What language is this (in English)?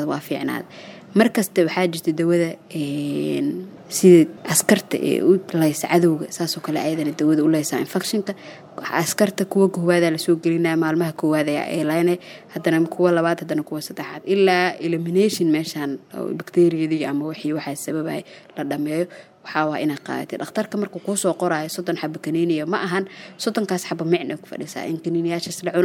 Somali